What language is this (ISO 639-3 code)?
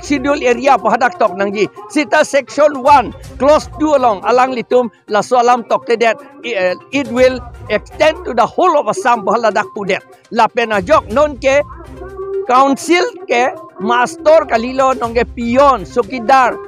mjw